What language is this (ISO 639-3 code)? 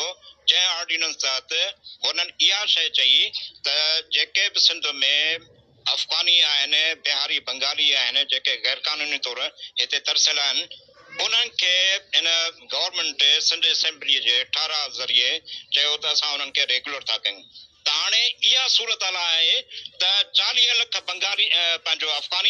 snd